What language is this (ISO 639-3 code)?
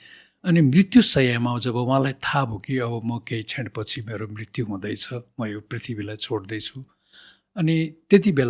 nep